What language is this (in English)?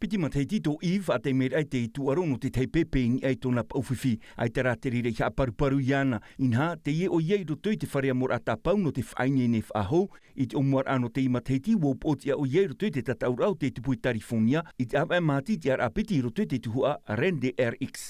Tahitian